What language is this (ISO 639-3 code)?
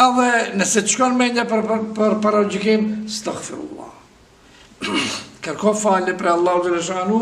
sqi